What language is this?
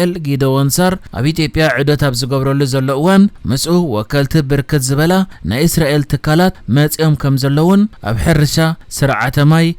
Tigrinya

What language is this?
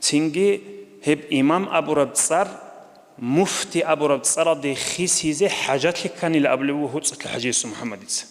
Avaric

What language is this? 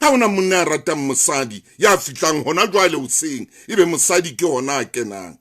Southern Sotho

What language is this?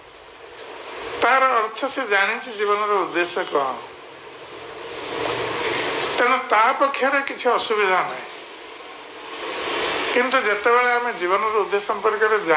Odia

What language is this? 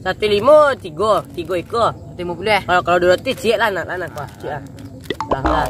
Minangkabau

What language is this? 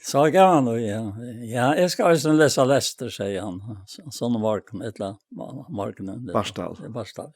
Faroese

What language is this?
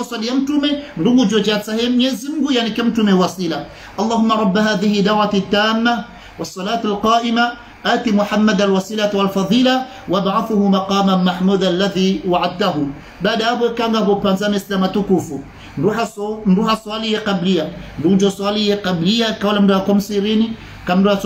Swahili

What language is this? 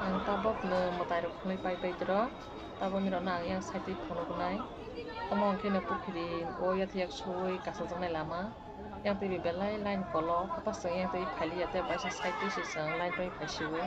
Kok Borok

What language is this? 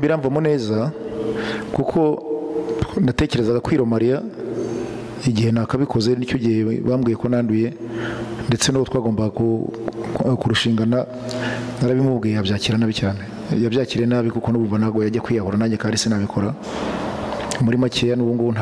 Kinyarwanda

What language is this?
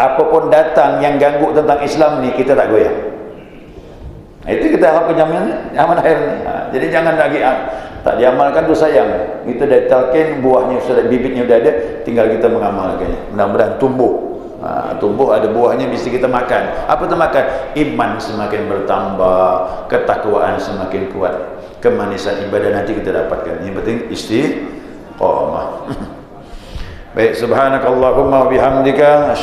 Malay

